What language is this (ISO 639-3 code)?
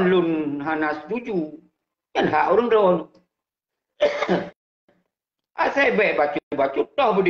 ace